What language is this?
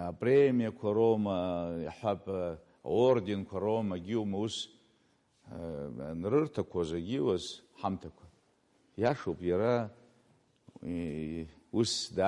Abkhazian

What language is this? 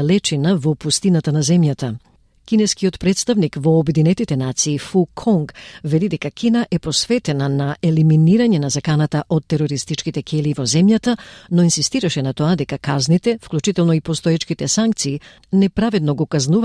Macedonian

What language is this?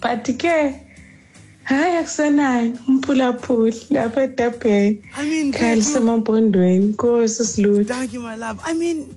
Xhosa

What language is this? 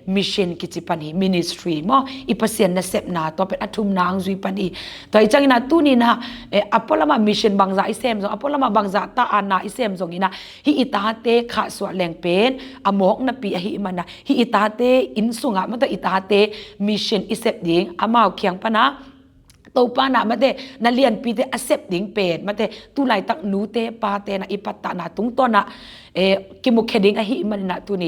Tedim Chin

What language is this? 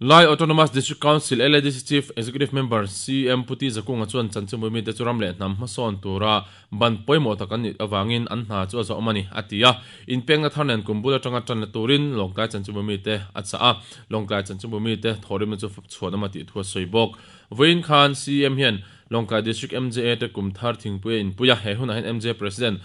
Mizo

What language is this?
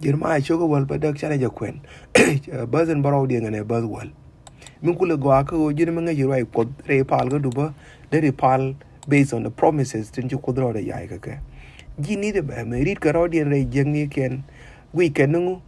Nuer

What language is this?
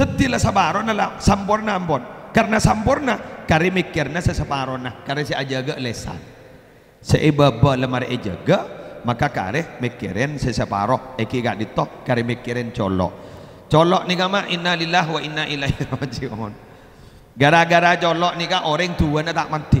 Madurese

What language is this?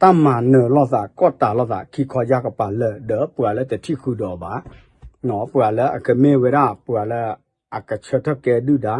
S'gaw Karen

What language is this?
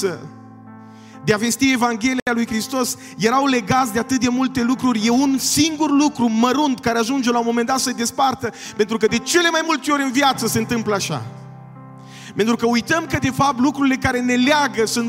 Romanian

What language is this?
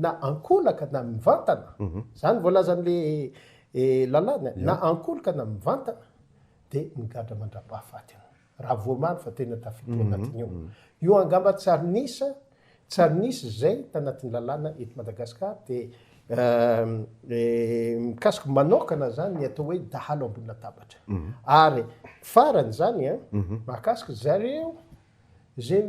Malagasy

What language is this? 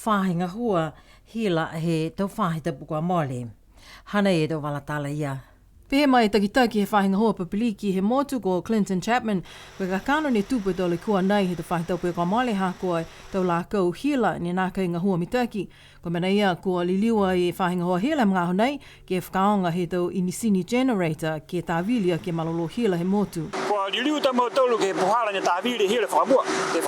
Niuean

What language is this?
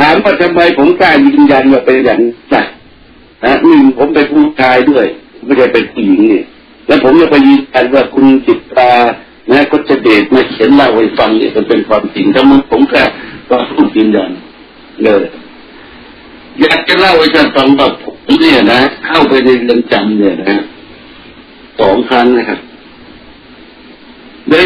Thai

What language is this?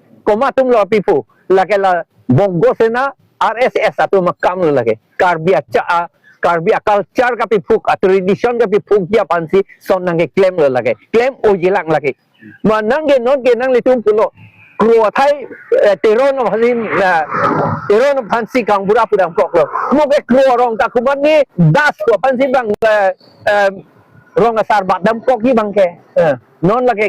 Karbi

